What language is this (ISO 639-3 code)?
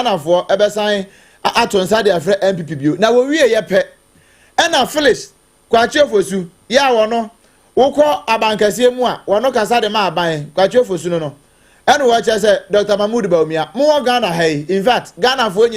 aka